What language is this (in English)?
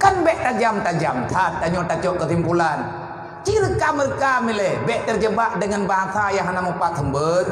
Achinese